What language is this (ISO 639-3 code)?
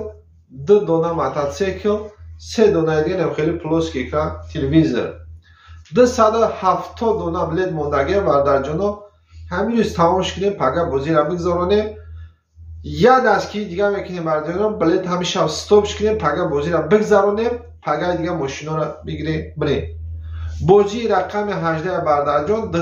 tgk